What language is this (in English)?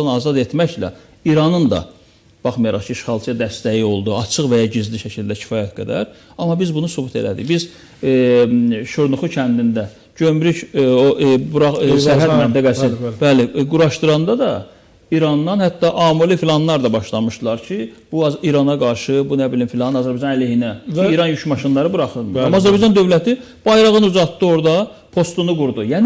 Azerbaijani